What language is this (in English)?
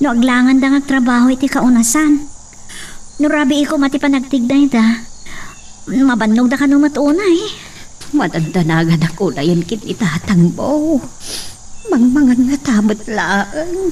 Iloko